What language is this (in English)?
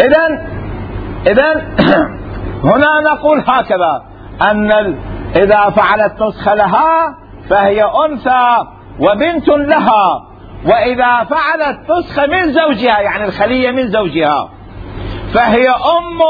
Mesopotamian Arabic